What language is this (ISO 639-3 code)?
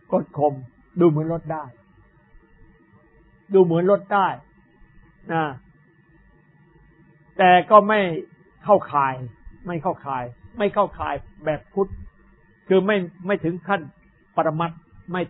tha